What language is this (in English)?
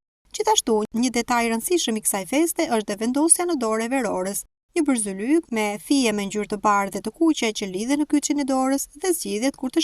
Albanian